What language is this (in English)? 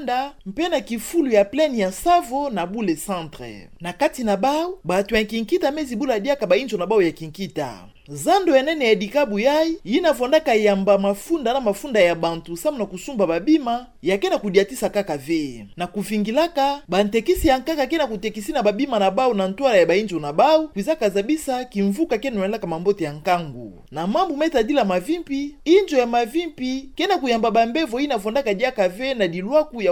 Kituba (Democratic Republic of Congo)